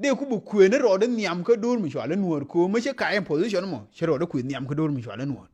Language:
Nuer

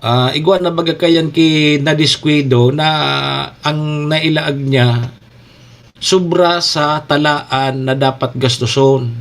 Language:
Bikol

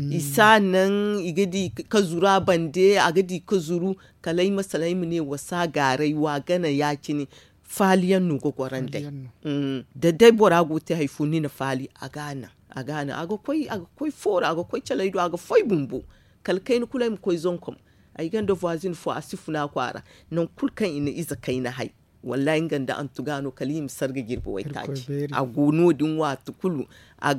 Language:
Zarma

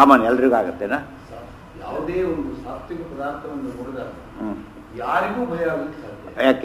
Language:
Kannada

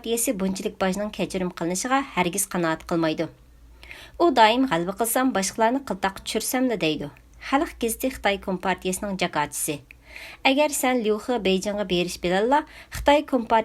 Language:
Uyghur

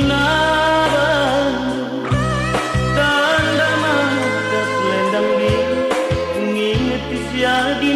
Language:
Batak Karo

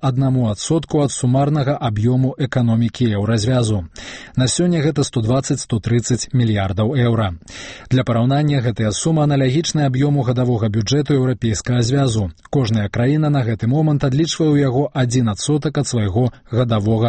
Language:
Belarusian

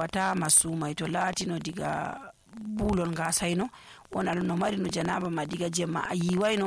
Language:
Nigerian Fulfulde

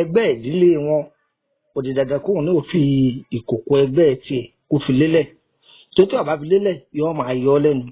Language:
Yoruba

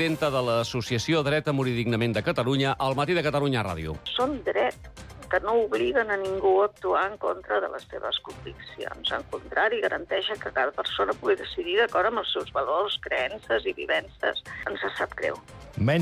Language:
Catalan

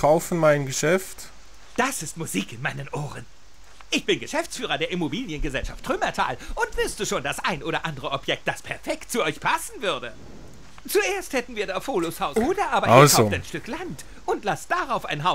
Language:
Swiss German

